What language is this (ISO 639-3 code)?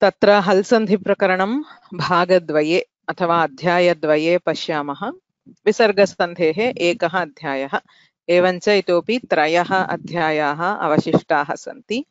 san